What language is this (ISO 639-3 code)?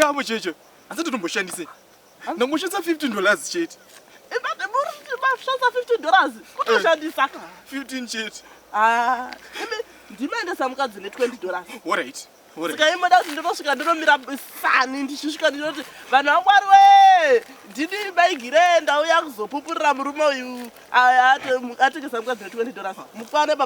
sna